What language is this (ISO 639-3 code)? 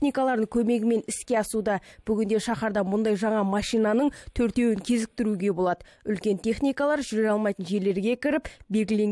kaz